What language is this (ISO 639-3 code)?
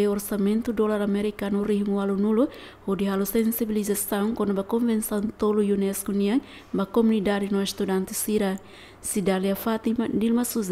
tet